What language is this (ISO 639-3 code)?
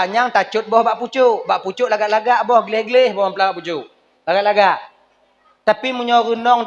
ace